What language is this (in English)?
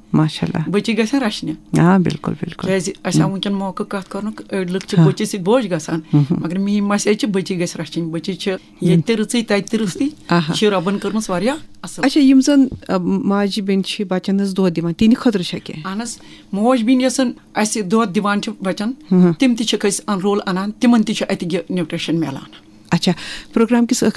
Kashmiri